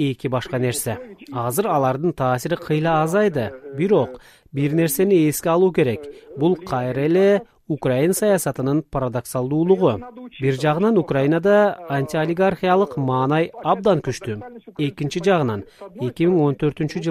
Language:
Kyrgyz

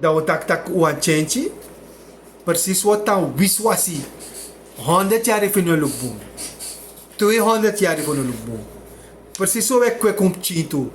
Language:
Sranan Tongo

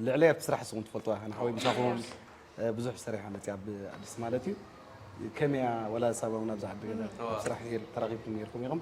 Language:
Tigrinya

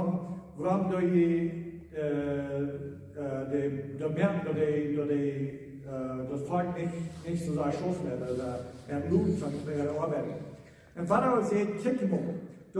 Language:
Plautdietsch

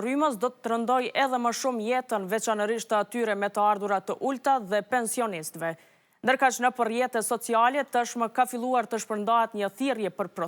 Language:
Albanian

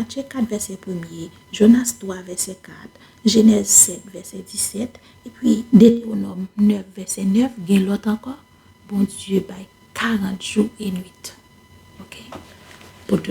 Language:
Haitian Creole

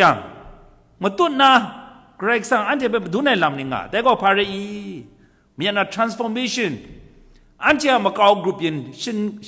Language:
Kachin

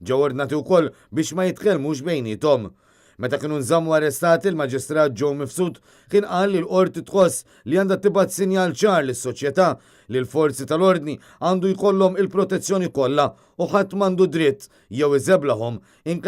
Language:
Maltese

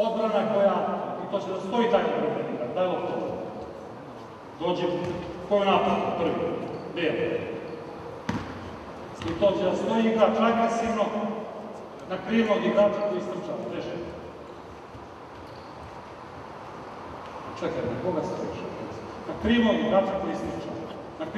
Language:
Serbian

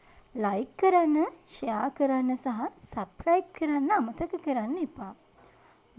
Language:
Sinhala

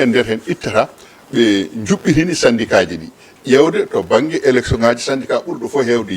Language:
Fula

